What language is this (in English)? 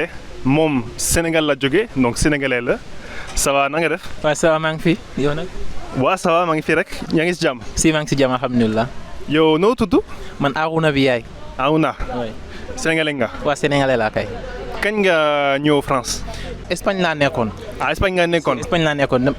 Wolof